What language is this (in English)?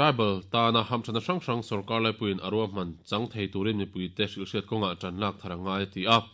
Mizo